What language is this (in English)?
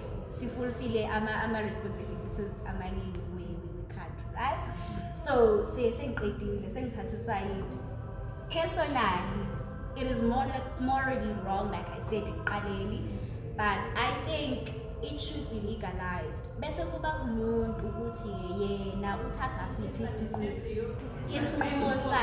Zulu